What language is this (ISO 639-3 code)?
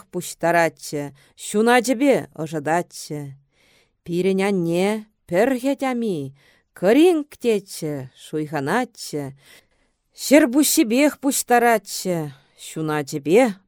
chv